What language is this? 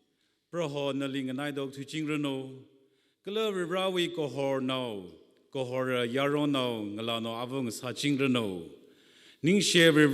Tangkhul Naga (India)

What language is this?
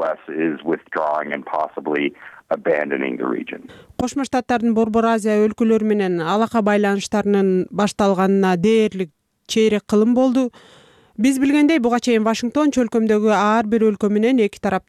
Kyrgyz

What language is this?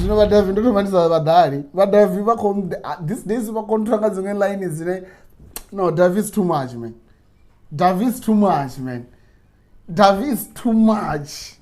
Venda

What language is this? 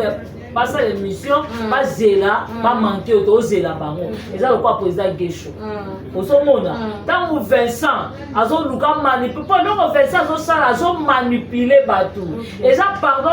Lingala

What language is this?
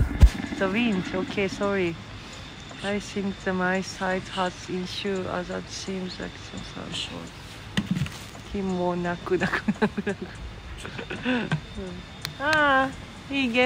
Japanese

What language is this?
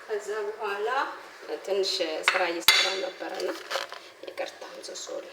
Amharic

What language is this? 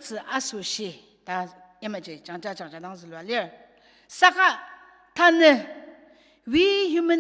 Ao Naga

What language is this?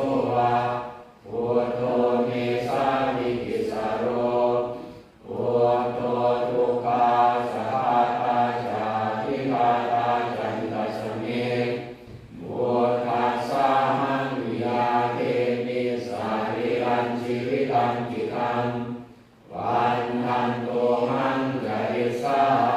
Pali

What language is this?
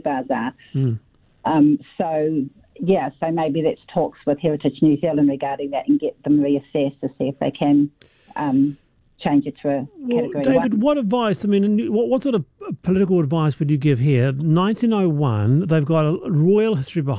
English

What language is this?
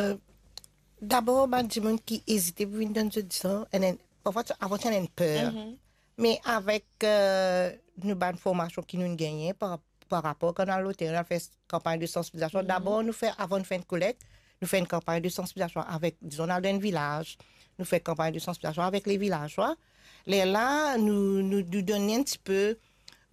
Morisyen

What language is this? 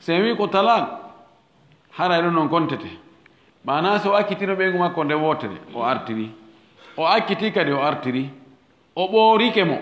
Fula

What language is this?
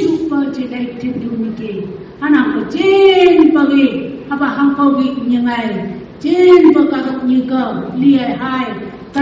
Phom Naga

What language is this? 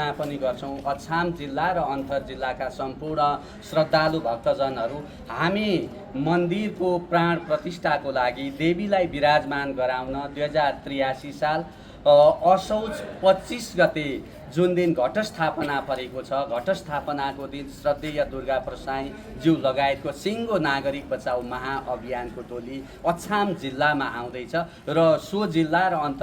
Nepali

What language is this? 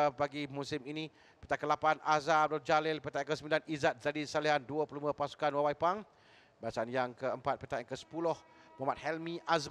Malay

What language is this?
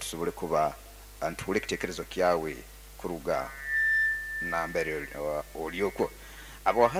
Nyoro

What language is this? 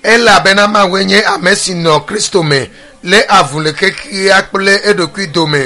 Ewe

